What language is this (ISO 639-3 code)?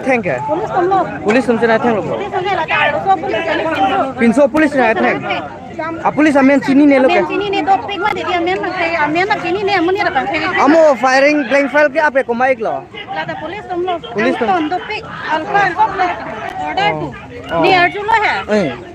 mjw